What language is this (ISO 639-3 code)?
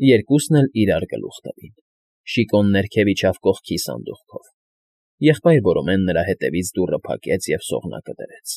hye